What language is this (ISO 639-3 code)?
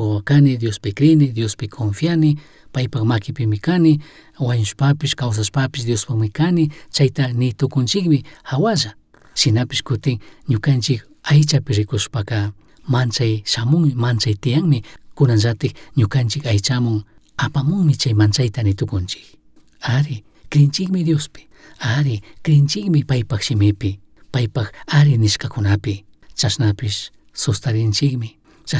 qug